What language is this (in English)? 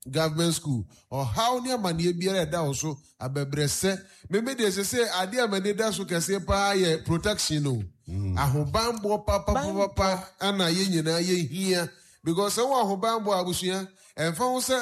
Akan